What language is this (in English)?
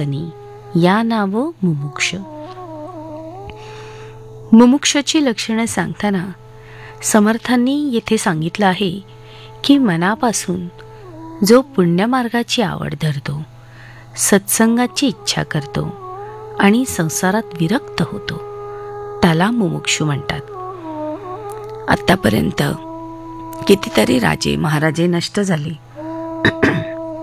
Marathi